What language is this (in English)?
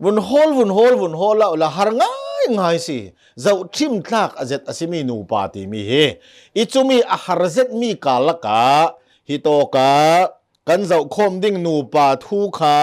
Hakha Chin